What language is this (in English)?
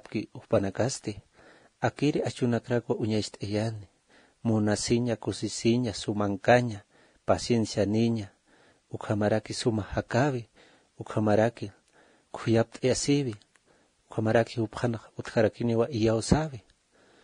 Aymara